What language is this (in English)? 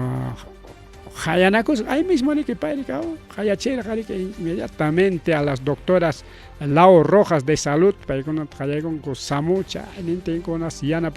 Ayacucho Quechua